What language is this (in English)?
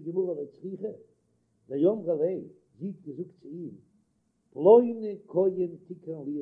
Yiddish